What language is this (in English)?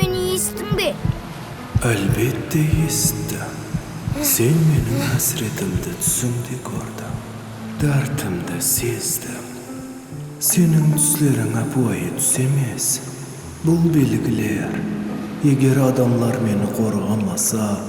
Kara-Kalpak